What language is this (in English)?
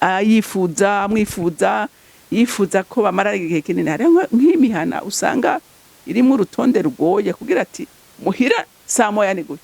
Rundi